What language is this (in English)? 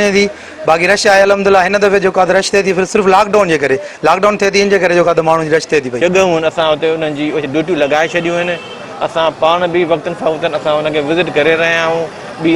Sindhi